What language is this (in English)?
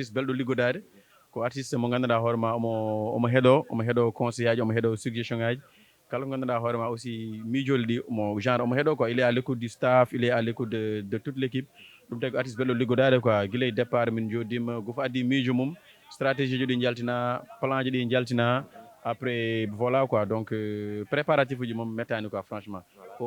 Fula